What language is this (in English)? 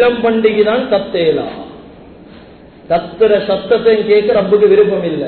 Tamil